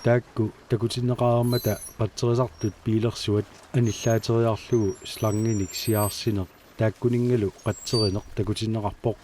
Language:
Kalaallisut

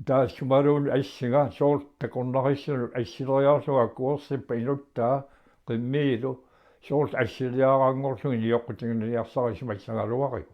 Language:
Kalaallisut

